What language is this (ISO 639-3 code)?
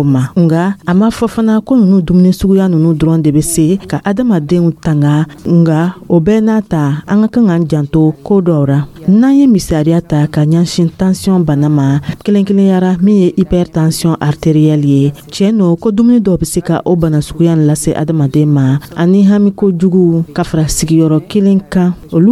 dyu